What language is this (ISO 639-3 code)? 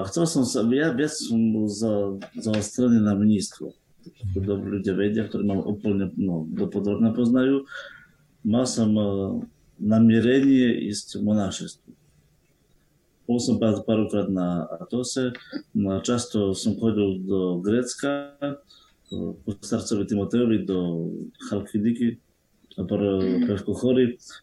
slk